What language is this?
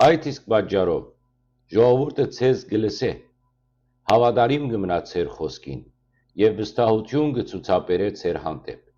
Western Armenian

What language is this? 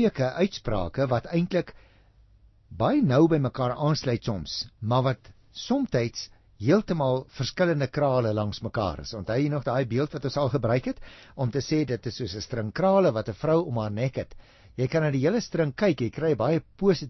Afrikaans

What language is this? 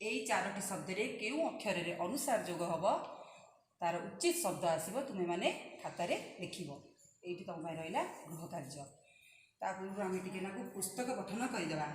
Odia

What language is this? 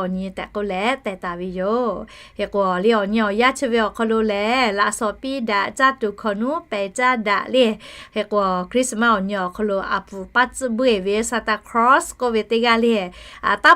Lahu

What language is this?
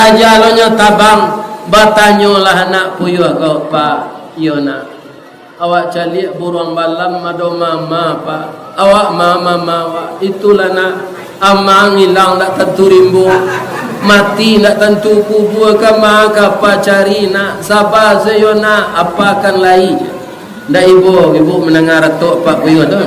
Minangkabau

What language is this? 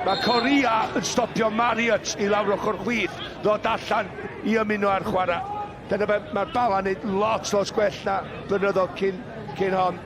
Welsh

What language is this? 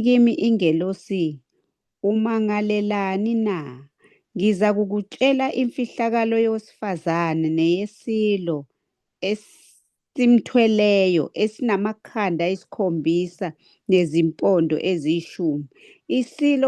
Zulu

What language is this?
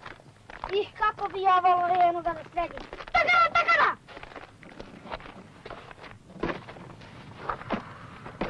Croatian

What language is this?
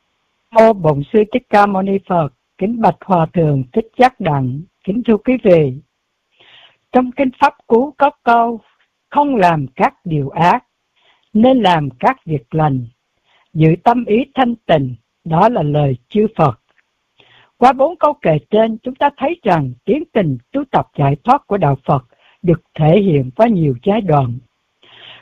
Vietnamese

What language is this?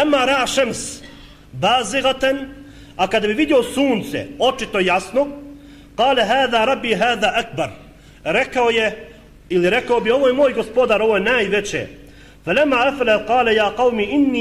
Bosnian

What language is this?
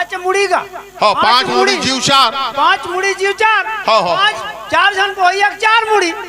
Chhattisgarhi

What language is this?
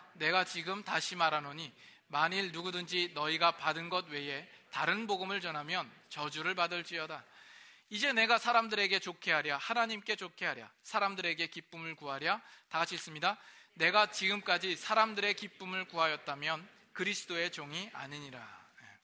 Korean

